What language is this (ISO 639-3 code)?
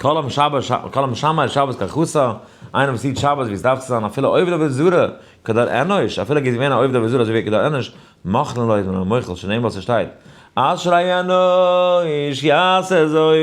yid